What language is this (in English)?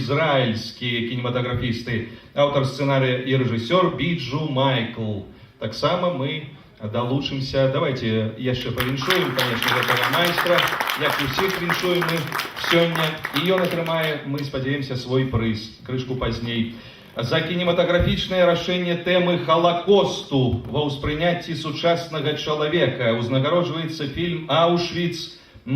Belarusian